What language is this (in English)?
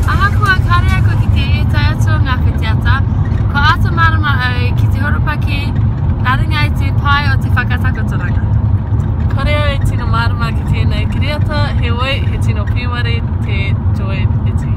Māori